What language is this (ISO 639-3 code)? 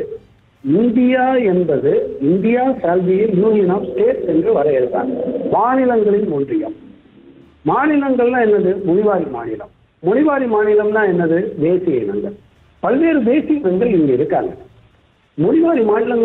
tam